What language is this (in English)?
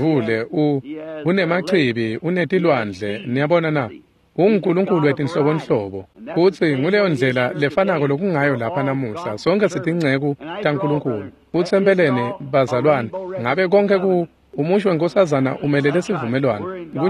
Swati